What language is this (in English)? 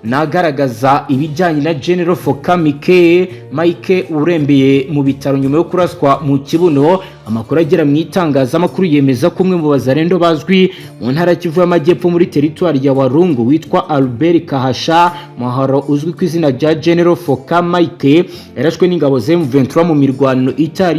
Kinyarwanda